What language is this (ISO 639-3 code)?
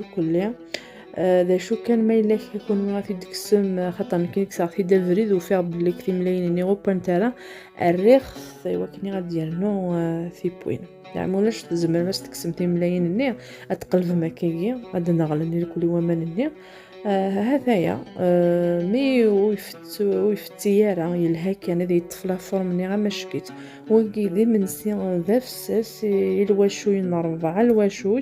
kab